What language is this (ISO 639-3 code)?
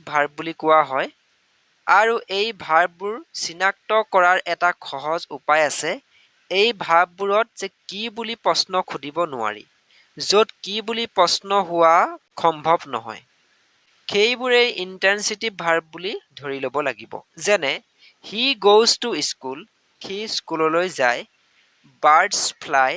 asm